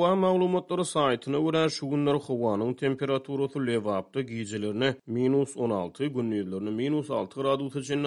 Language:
Turkmen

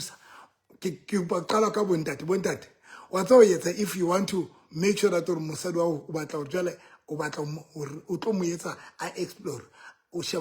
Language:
Southern Sotho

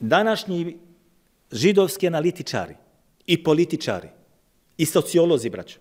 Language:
Bosnian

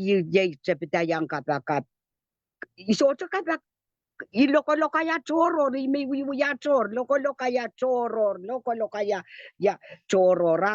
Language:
Pohnpeian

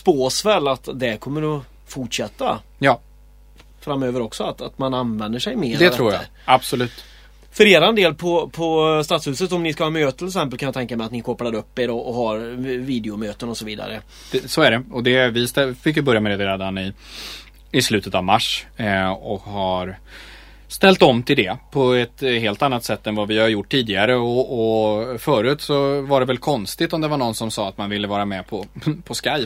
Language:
Swedish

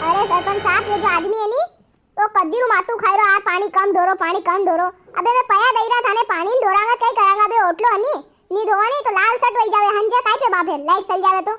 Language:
Rajasthani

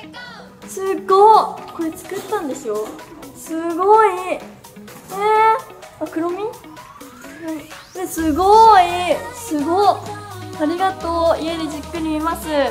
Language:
Japanese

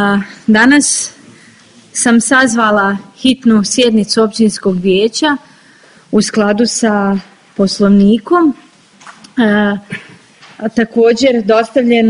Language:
Bosnian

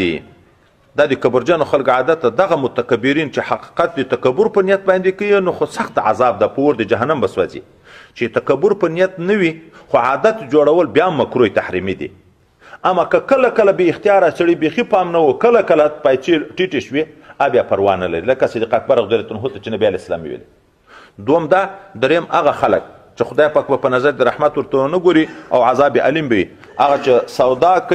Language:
Pashto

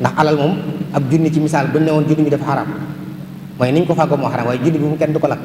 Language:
Wolof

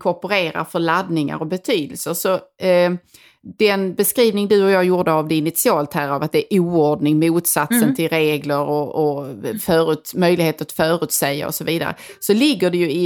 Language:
Swedish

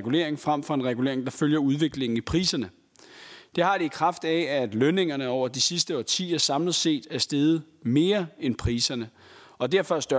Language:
Danish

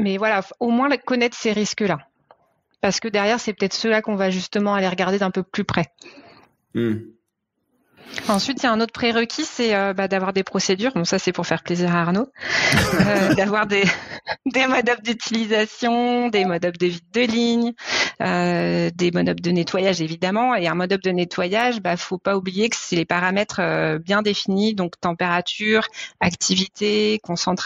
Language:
French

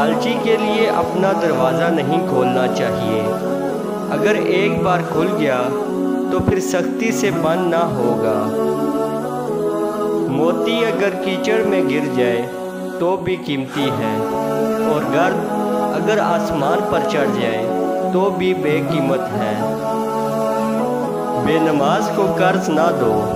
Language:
Urdu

